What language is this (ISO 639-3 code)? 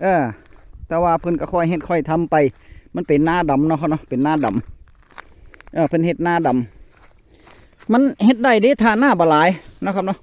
tts